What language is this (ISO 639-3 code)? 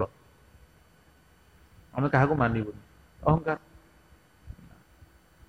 ori